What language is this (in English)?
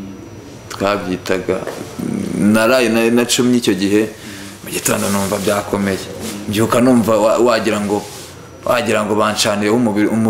Kinyarwanda